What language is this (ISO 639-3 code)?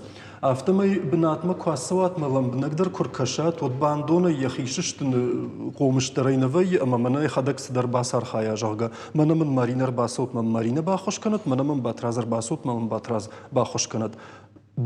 oss